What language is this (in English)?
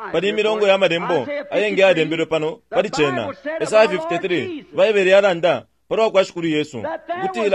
Bemba